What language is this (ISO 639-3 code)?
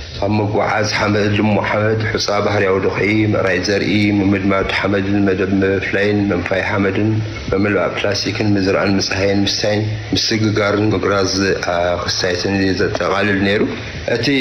tir